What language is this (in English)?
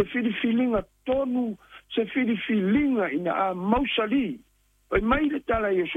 Samoan